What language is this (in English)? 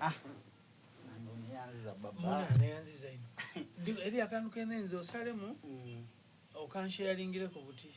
Soga